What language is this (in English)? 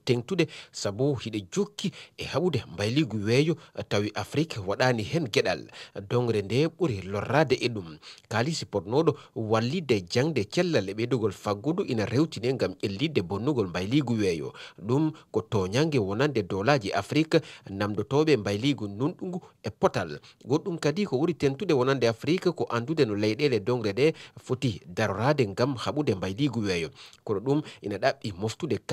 Fula